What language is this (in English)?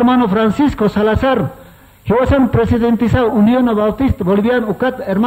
Aymara